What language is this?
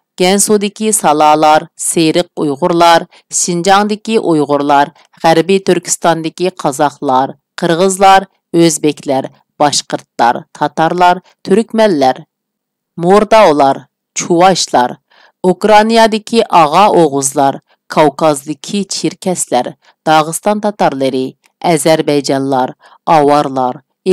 Uyghur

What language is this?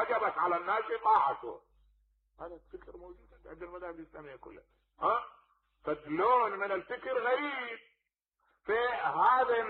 Mesopotamian Arabic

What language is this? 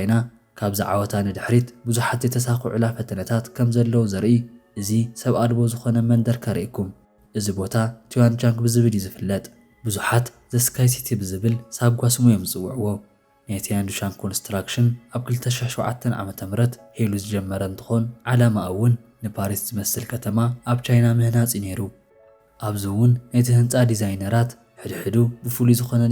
Tigrinya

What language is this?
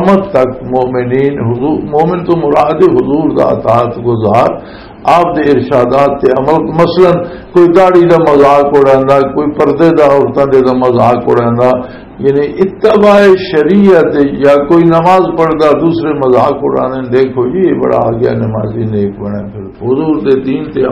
Western Panjabi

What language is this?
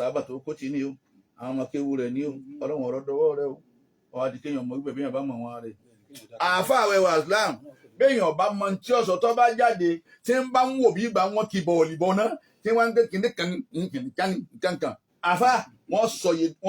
Yoruba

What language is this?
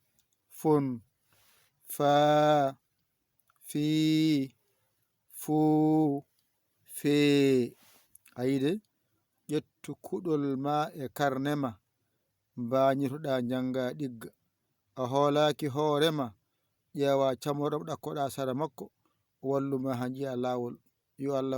Fula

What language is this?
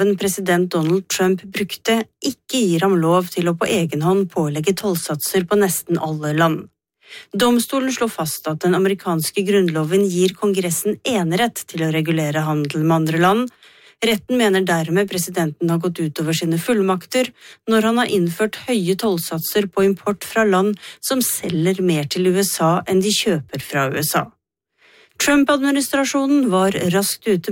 Norwegian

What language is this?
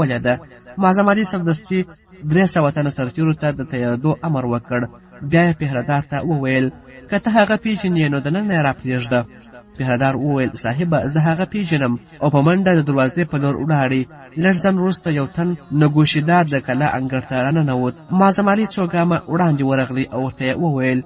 Pashto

